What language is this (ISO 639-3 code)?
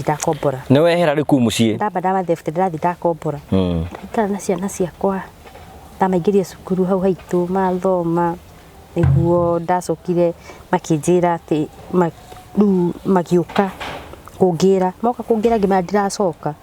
kik